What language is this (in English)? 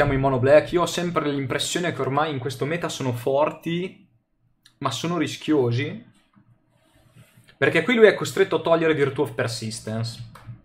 Italian